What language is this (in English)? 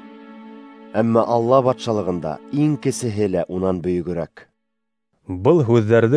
Bashkir